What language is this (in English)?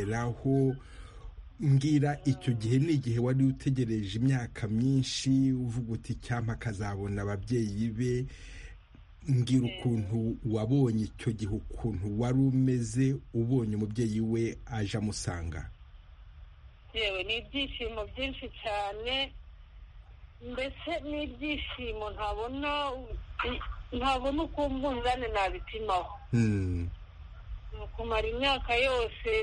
Kinyarwanda